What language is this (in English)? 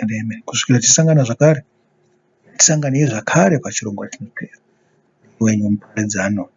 Shona